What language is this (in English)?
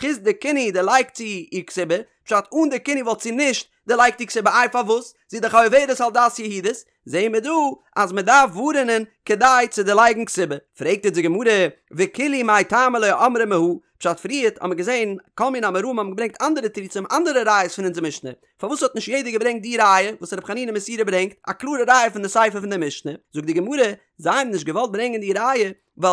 Yiddish